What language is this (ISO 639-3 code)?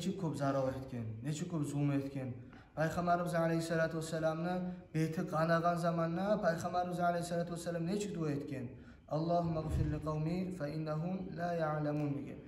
kum